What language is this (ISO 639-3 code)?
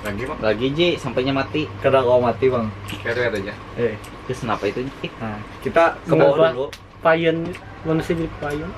bjn